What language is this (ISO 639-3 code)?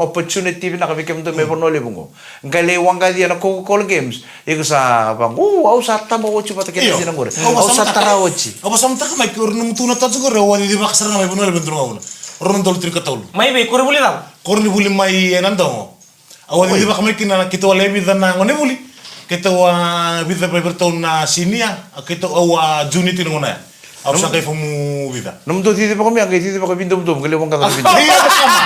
fij